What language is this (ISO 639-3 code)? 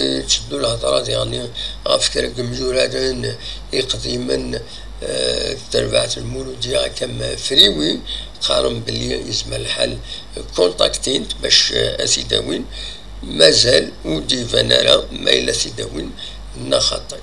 kab